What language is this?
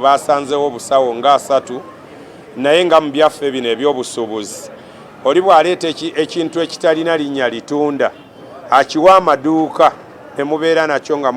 Ganda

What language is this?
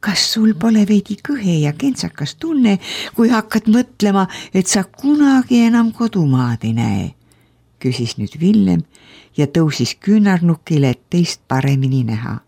Estonian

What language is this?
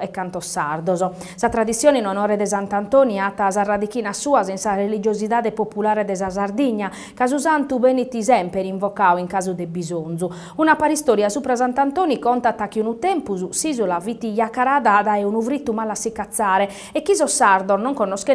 Sardinian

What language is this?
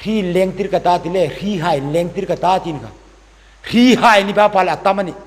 Hmar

